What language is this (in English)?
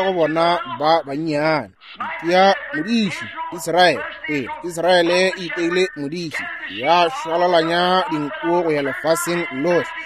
Northern Sotho